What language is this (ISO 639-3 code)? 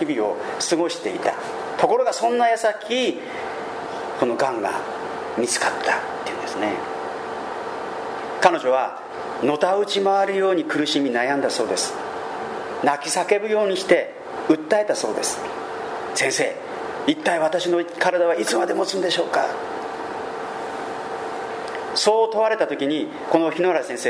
jpn